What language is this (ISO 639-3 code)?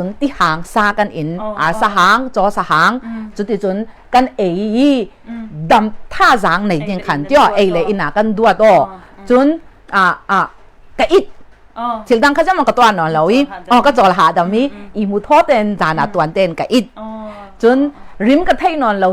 cnh